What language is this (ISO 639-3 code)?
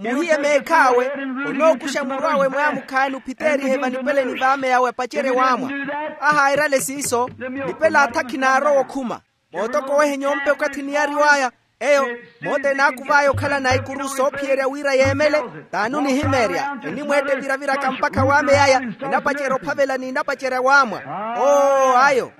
vmw